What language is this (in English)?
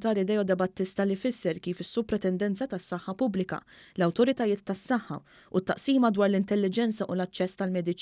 Maltese